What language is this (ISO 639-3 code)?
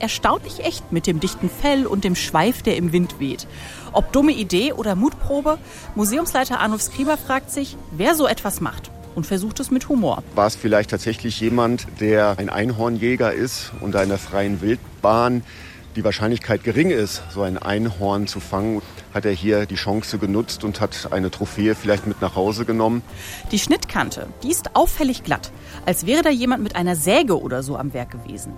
deu